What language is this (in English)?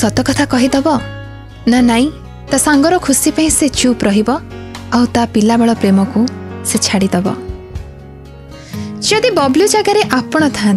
Odia